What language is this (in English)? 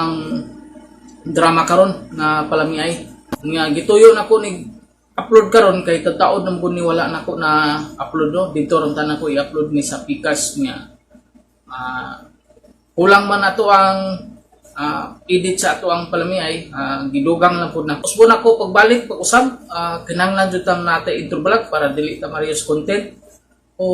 Cebuano